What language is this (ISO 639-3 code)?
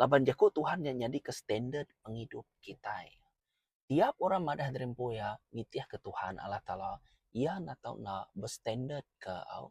iba